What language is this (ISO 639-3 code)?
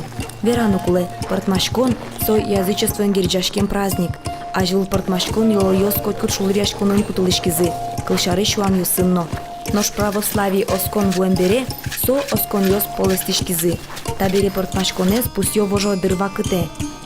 udm